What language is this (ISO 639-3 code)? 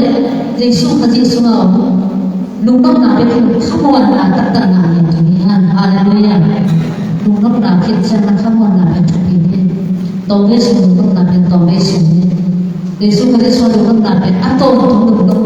ctd